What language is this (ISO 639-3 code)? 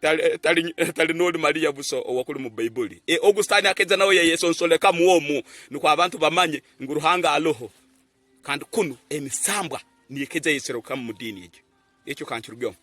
ttj